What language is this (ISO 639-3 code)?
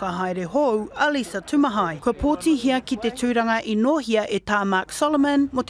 mri